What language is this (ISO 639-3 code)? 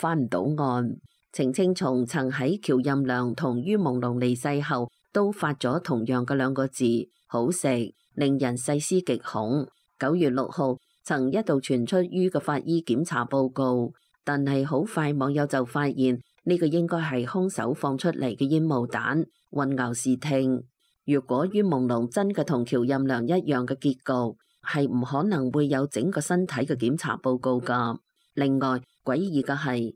yue